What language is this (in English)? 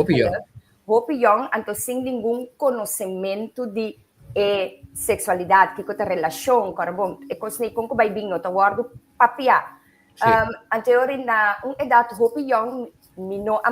Papiamento